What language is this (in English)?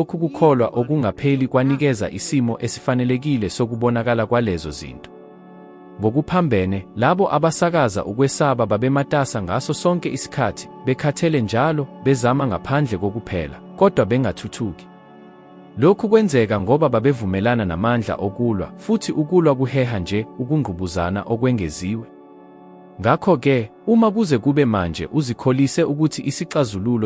Zulu